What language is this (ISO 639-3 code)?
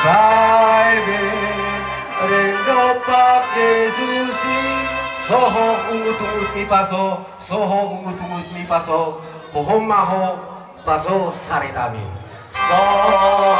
bbc